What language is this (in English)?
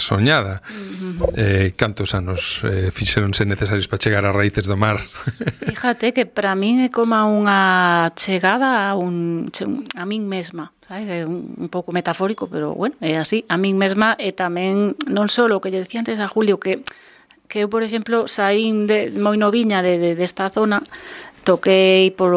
Galician